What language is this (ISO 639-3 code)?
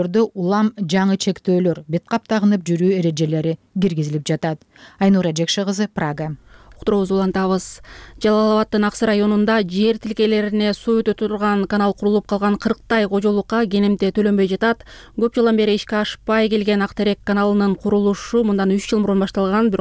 kir